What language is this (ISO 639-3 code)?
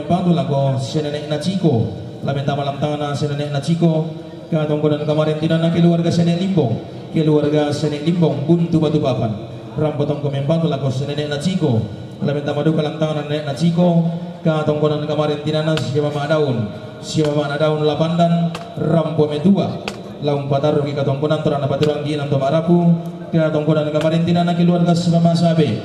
sda